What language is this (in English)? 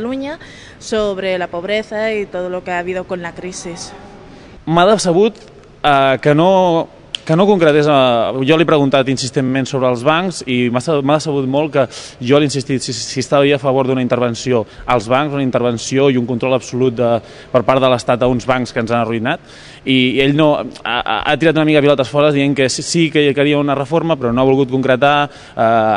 Catalan